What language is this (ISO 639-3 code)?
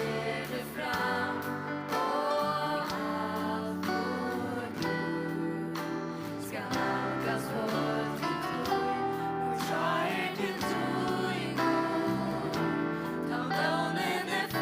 fao